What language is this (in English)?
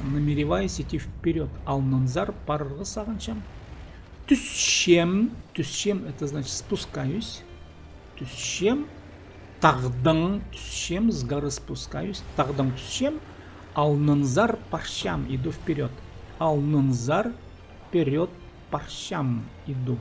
Khakas